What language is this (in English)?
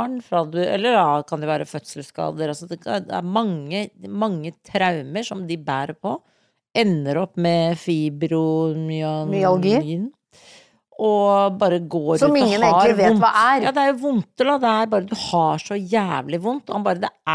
Norwegian